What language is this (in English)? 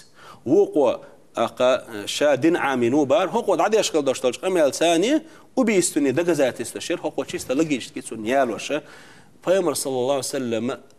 Chechen